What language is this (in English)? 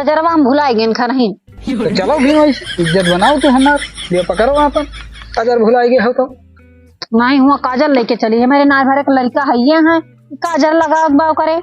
Awadhi